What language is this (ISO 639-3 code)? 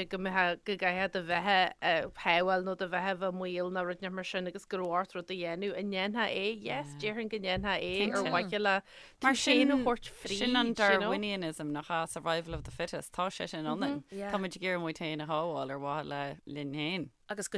gle